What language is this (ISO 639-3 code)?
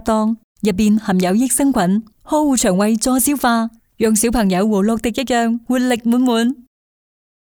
yue